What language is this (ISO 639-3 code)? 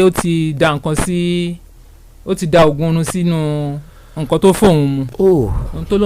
yor